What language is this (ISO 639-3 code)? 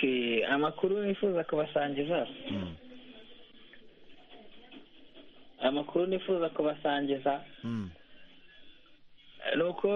kin